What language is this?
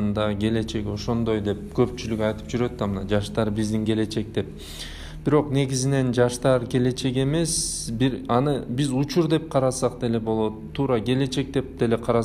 Kyrgyz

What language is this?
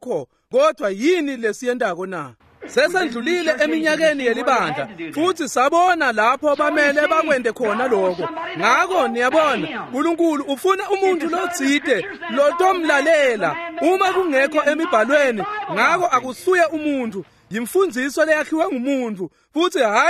Swati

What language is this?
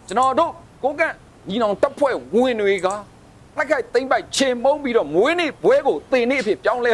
Burmese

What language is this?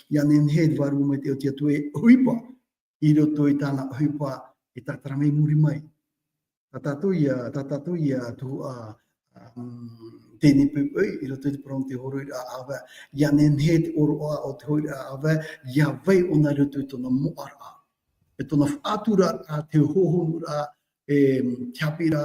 Tahitian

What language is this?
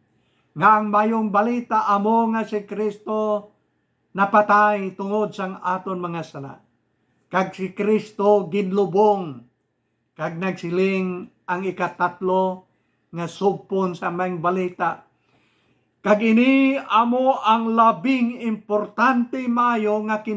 Hiligaynon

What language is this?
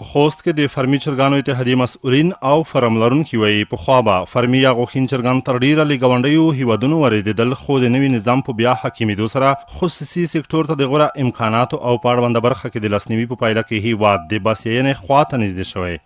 Pashto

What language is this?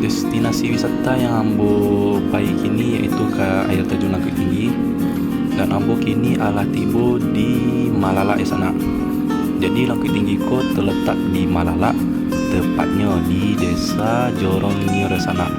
Minangkabau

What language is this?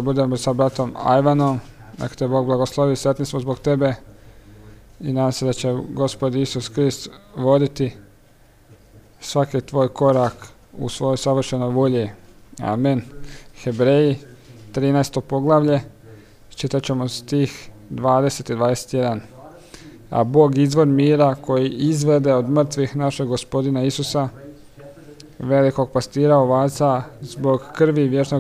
Croatian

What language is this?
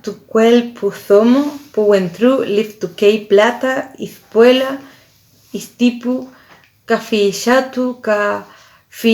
Mapuche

